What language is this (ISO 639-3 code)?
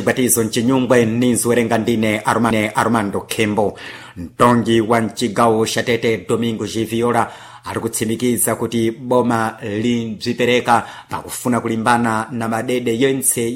seh